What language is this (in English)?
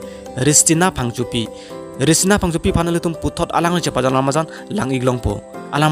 Karbi